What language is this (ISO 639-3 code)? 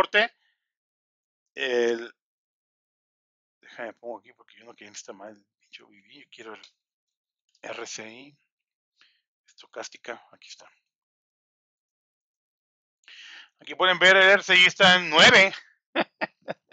spa